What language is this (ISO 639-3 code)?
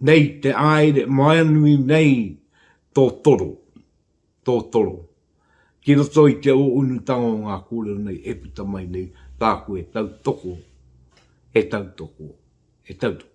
mri